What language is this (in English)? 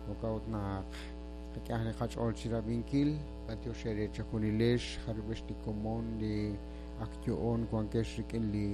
Kekchí